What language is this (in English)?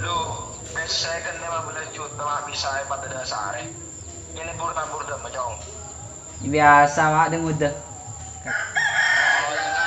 Madurese